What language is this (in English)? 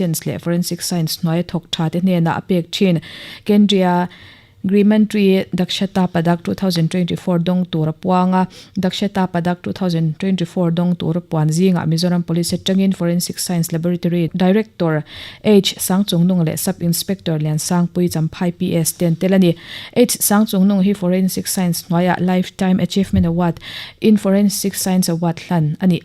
Mizo